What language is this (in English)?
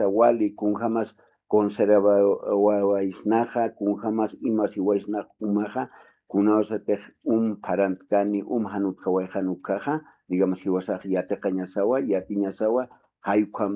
Aymara